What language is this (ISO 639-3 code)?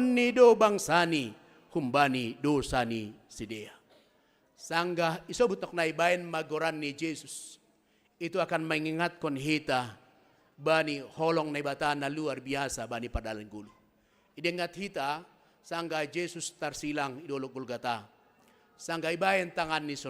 bts